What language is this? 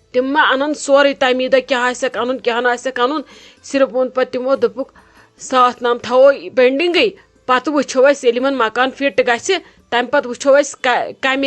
Kashmiri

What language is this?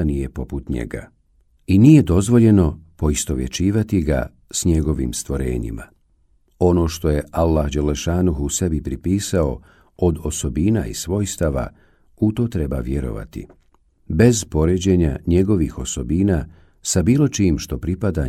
Bosnian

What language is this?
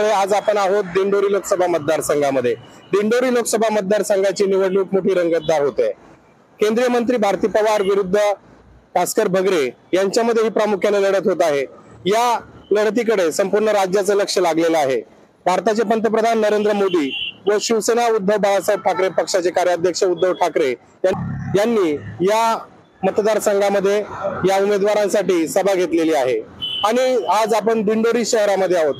Marathi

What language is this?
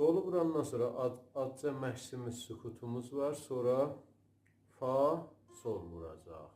South Azerbaijani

